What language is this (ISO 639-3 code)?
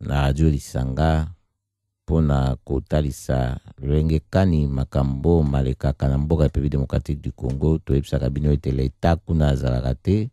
lin